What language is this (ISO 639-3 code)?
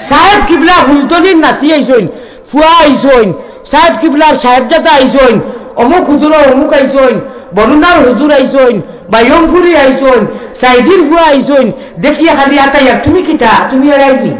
syl